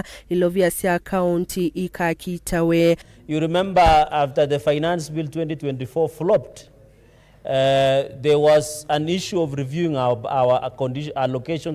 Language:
Kamba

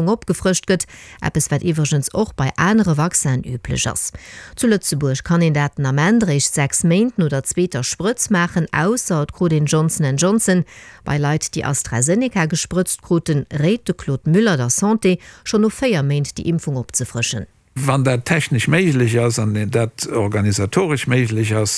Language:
Luxembourgish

